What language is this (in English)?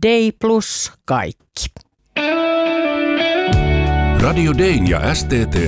Finnish